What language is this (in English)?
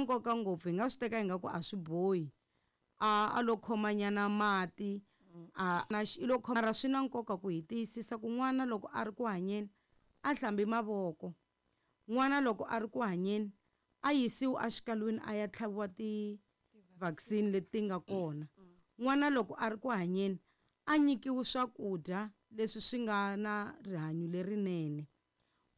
Tsonga